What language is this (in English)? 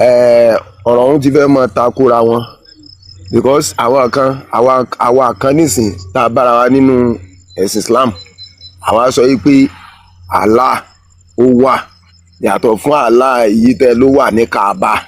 Yoruba